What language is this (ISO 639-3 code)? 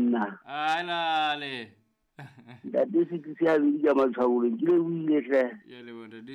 sot